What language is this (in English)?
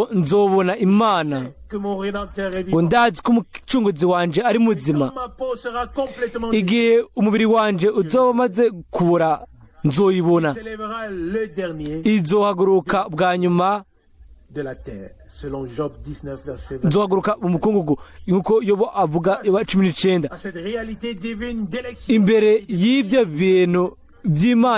Rundi